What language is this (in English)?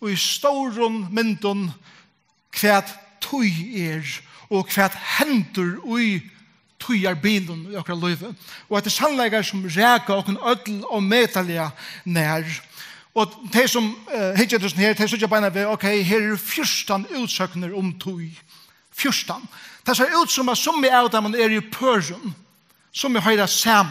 Faroese